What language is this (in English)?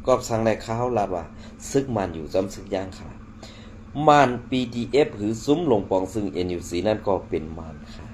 Shan